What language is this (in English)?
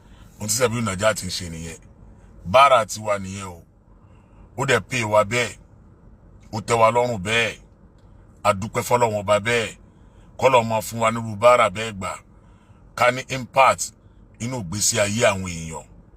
Yoruba